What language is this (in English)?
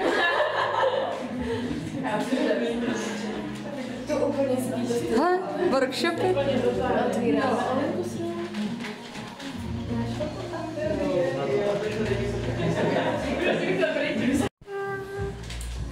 Czech